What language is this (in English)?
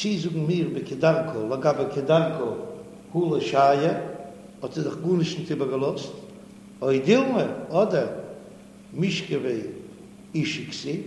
Yiddish